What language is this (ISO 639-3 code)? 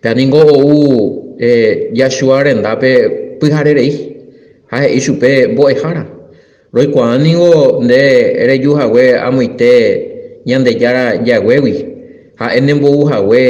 grn